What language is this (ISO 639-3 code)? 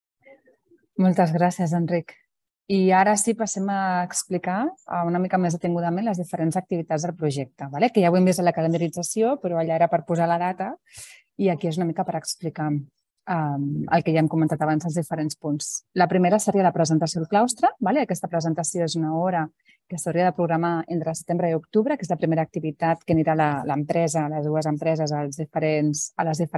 cat